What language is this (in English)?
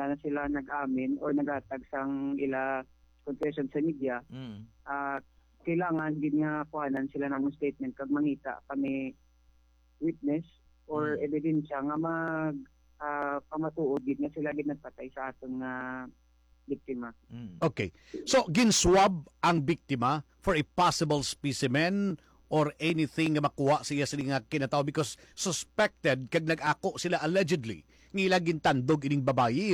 Hiligaynon